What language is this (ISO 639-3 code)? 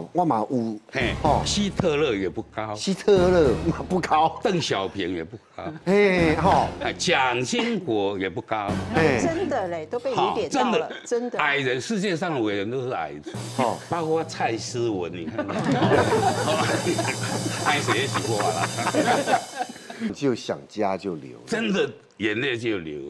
zho